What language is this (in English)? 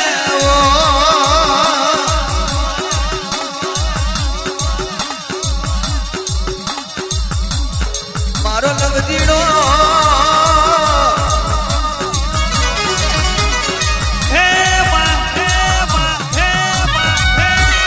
Gujarati